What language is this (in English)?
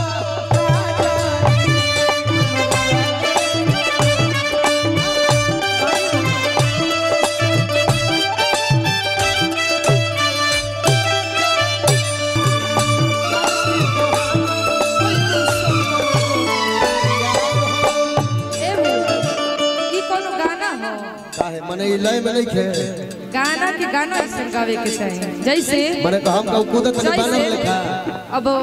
Bhojpuri